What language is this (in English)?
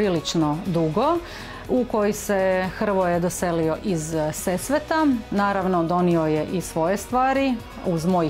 Croatian